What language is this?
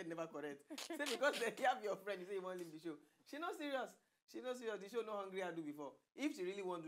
Nigerian Pidgin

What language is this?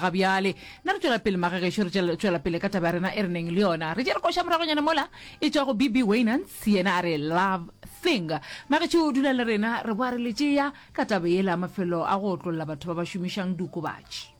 Northern Sotho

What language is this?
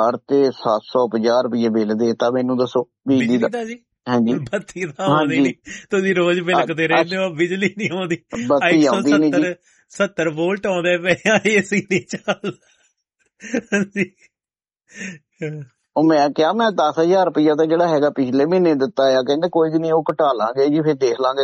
Punjabi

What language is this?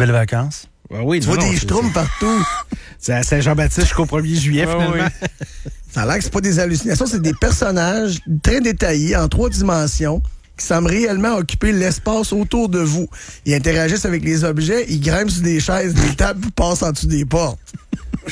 French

